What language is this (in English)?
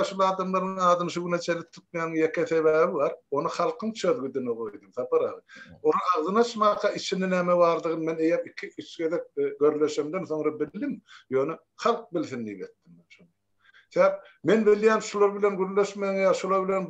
Turkmen